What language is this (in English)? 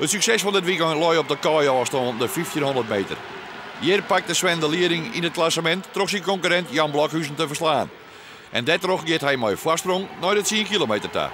Western Frisian